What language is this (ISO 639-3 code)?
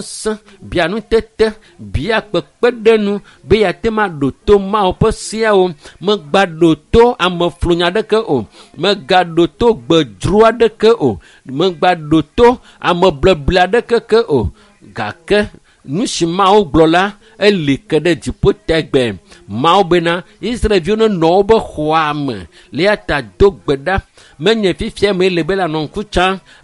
ewe